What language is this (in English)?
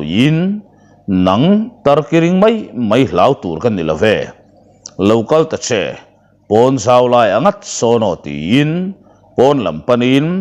Mizo